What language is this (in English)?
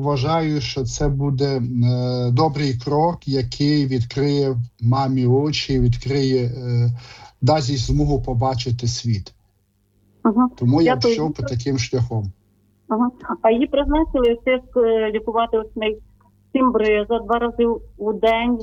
Ukrainian